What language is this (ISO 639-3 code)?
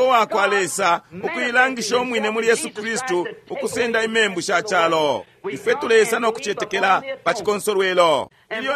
bem